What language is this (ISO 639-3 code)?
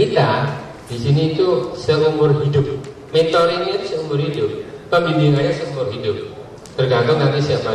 ind